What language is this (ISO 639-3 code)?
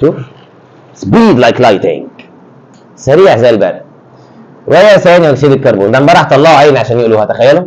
arz